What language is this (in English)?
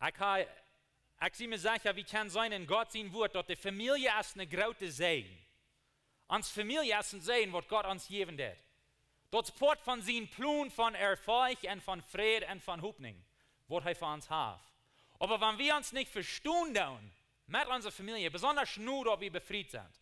Plautdietsch